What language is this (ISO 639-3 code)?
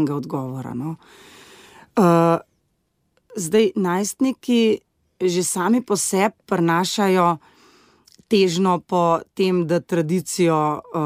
slv